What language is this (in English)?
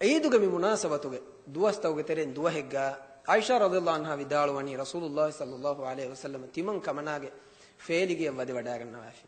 Divehi